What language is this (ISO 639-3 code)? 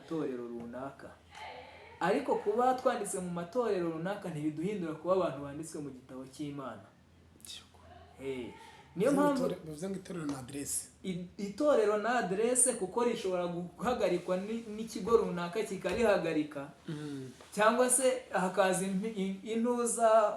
kin